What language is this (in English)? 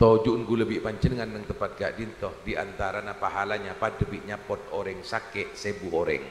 Madurese